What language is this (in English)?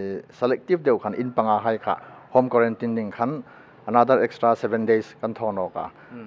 Hmar